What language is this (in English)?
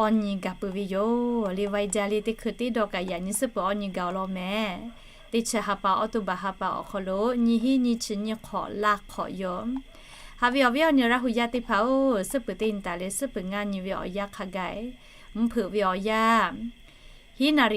Lahu